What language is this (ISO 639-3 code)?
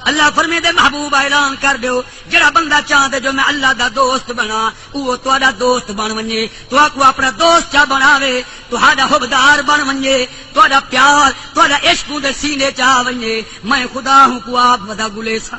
skr